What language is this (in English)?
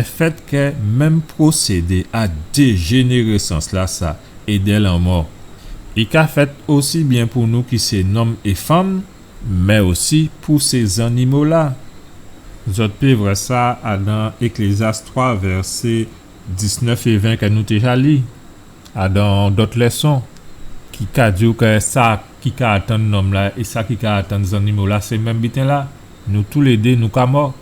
Guadeloupean Creole French